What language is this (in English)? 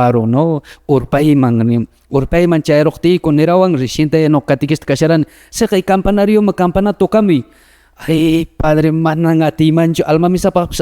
Quechua